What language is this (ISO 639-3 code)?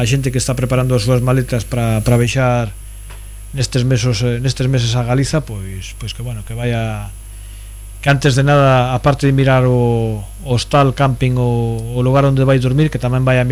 glg